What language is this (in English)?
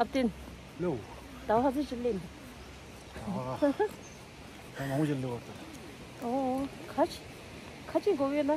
Tibetan